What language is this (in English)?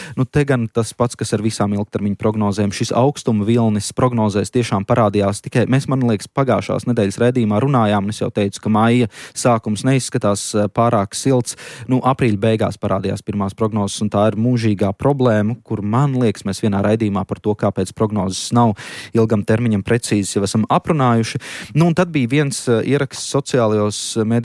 Latvian